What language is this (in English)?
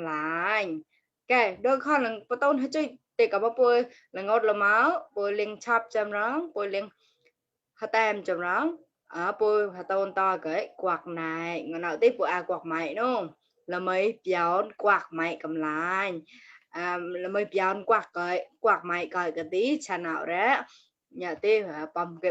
Mon